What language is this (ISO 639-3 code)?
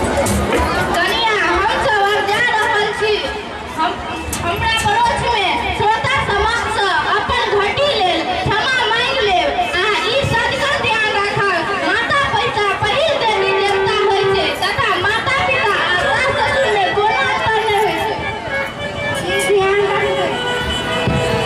mai